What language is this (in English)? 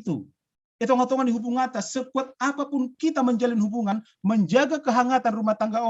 Batak Simalungun